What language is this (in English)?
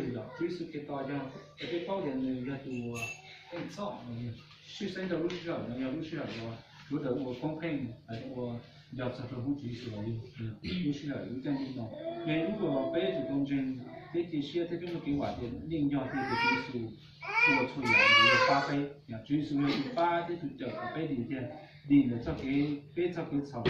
Hmong